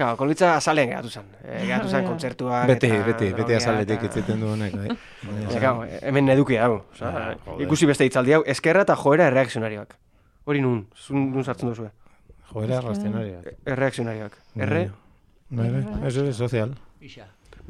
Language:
Basque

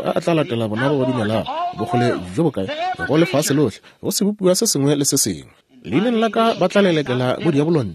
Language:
Northern Sotho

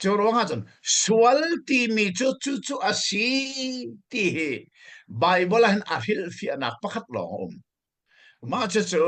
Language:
Hakha Chin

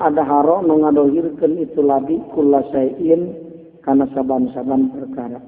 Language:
Sundanese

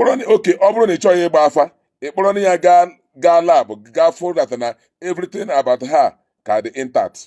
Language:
Igbo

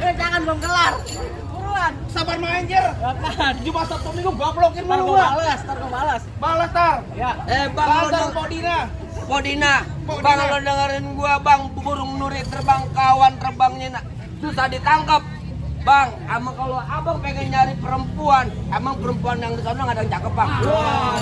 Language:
Betawi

